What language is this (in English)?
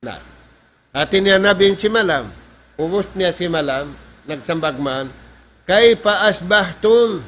Tausug